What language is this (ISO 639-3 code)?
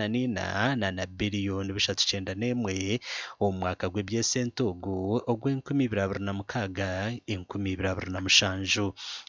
nyn